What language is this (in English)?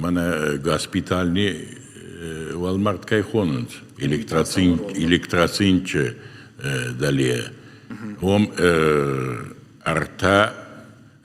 Ossetic